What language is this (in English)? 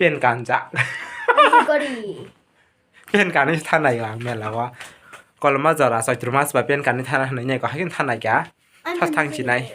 Kok Borok